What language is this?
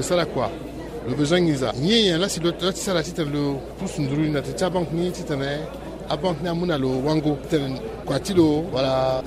Sango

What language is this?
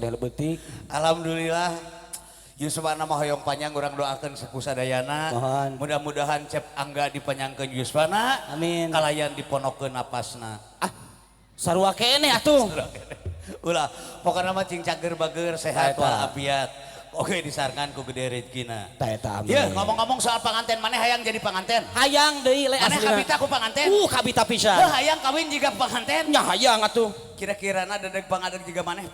Sundanese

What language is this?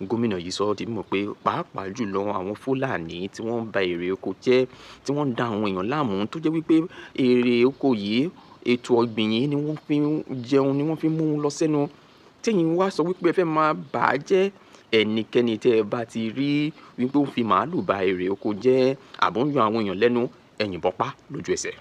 Yoruba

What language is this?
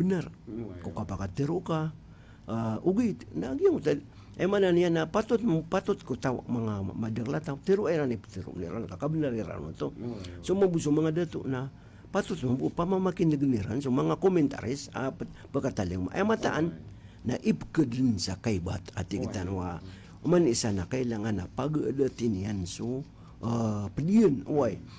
Maranao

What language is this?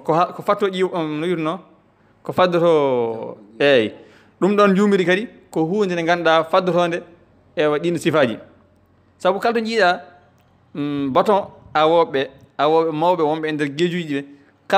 Fula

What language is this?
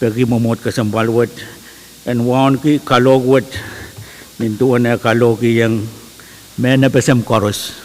Pohnpeian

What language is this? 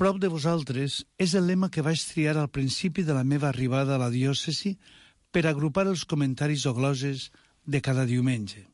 Catalan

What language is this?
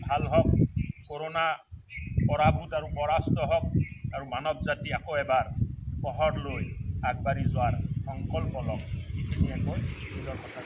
Assamese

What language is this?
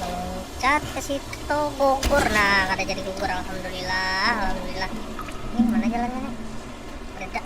Banjar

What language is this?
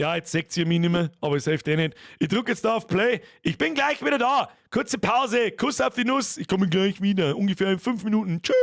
Bavarian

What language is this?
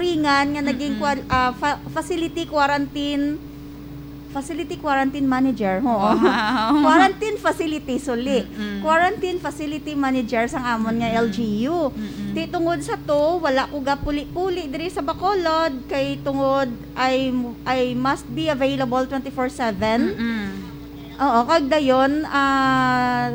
Hiligaynon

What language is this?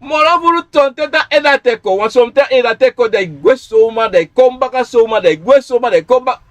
Sranan Tongo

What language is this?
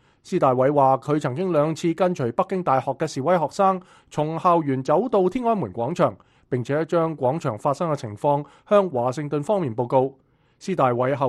Cantonese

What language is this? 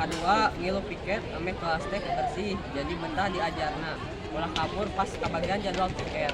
Sundanese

